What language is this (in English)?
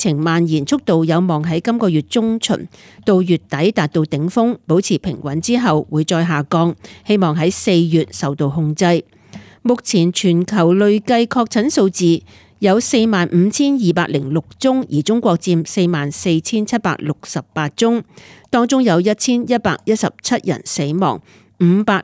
Cantonese